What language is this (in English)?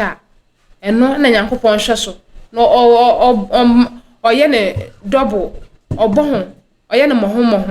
Akan